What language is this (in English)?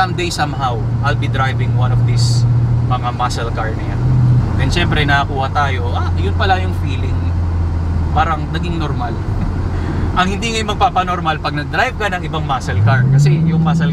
Filipino